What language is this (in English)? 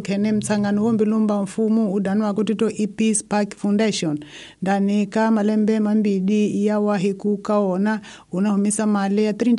Tsonga